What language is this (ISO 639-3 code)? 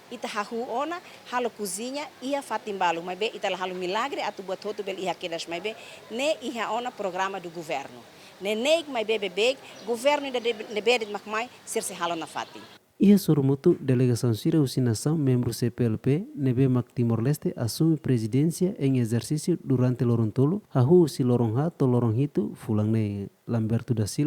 tet